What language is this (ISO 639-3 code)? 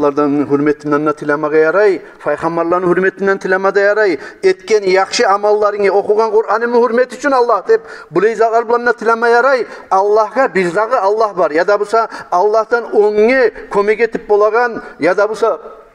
kum